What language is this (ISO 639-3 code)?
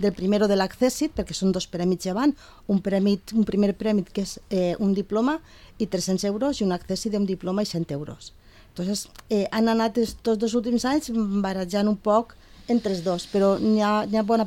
cat